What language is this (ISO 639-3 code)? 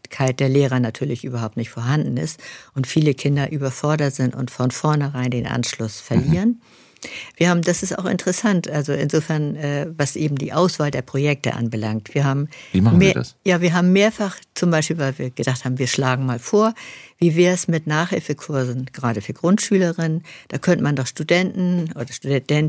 deu